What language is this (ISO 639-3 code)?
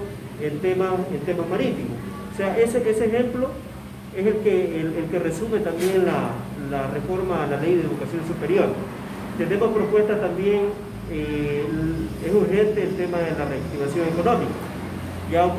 spa